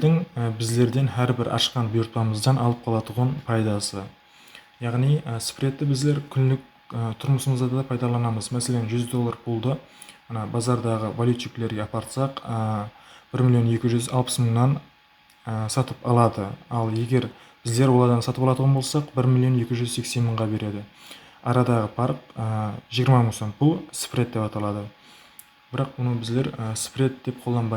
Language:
Kara-Kalpak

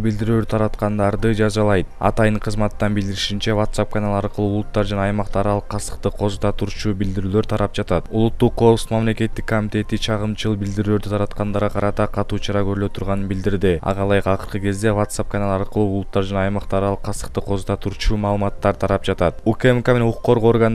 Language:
Kyrgyz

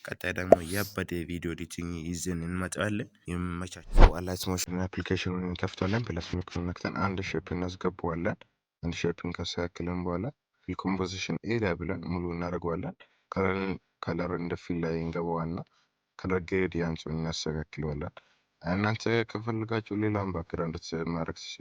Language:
Amharic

